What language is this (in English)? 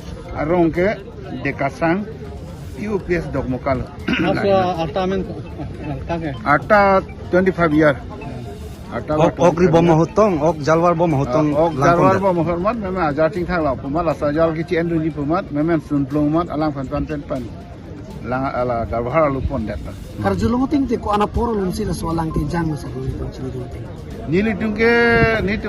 Karbi